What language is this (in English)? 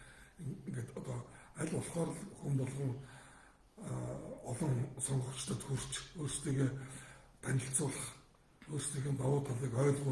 Mongolian